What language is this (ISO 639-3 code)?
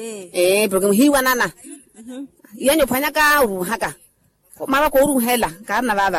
vmw